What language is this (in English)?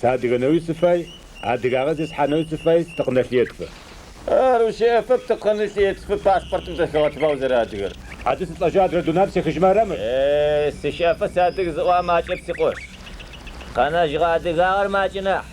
Adyghe